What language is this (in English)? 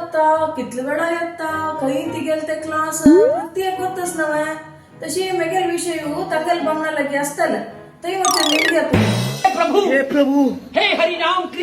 Konkani